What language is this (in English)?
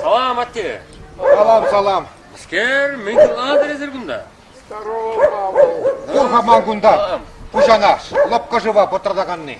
Chuvash